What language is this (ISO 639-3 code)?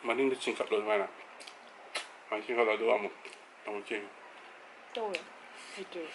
mni